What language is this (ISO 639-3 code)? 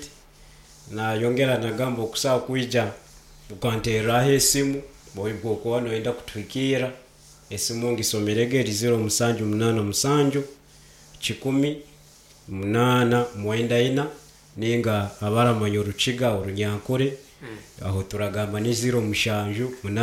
nyo